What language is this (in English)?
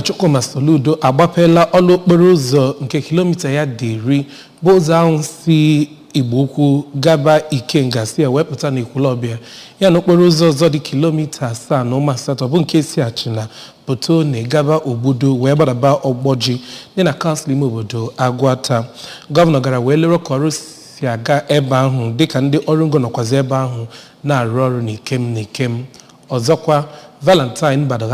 Igbo